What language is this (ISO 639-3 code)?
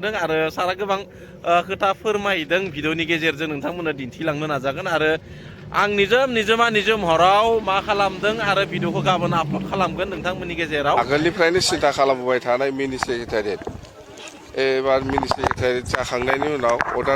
brx